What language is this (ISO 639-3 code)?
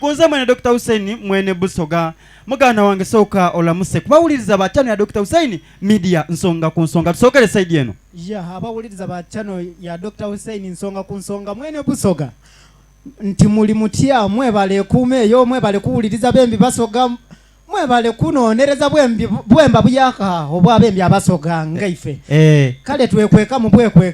xog